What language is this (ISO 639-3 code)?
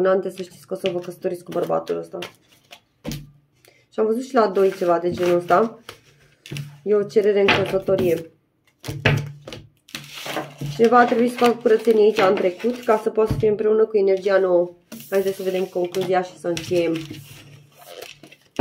ron